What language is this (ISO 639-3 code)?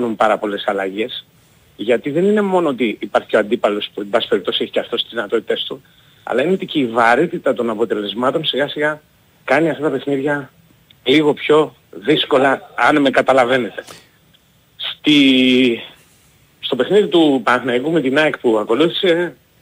ell